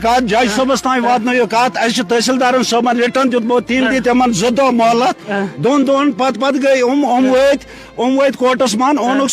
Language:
Kashmiri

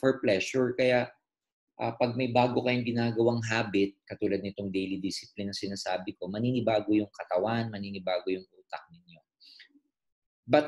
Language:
Filipino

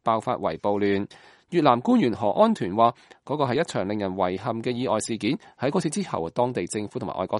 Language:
Cantonese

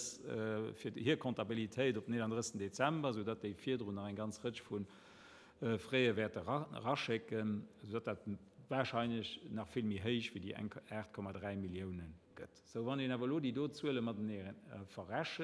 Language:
Luxembourgish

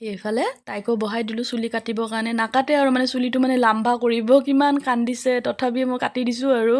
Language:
Assamese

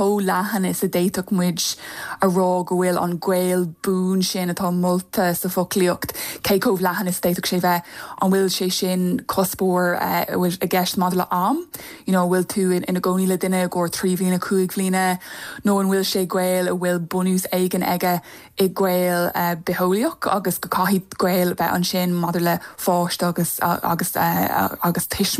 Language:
Irish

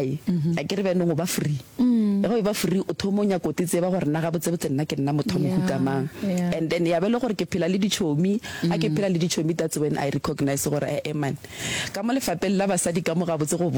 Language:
Northern Sotho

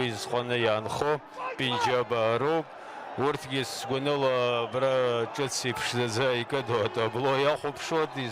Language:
Abkhazian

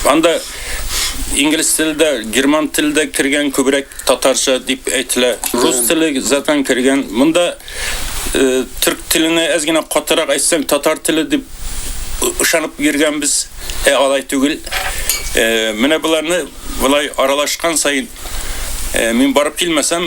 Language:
Tatar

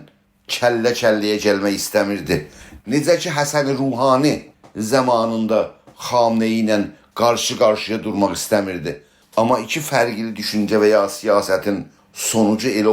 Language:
South Azerbaijani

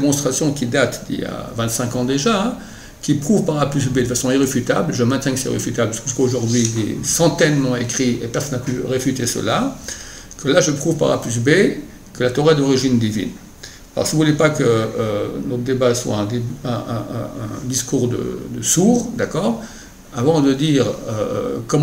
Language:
French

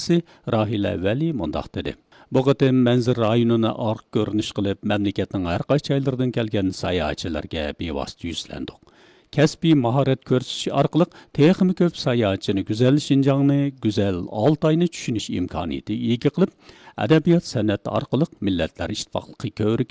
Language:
Uyghur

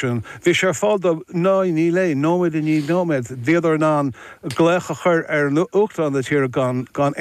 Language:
Irish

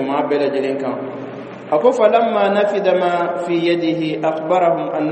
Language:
Bambara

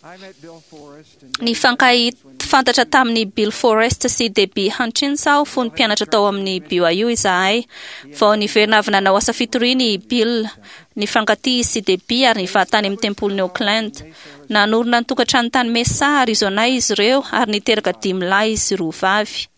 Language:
Malagasy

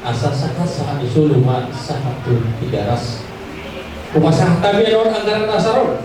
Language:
Batak Toba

